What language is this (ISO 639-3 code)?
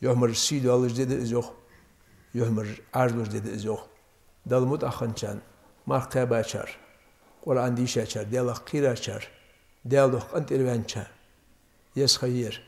inh